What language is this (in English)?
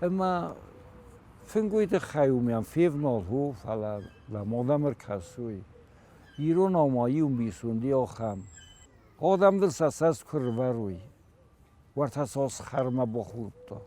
Ossetic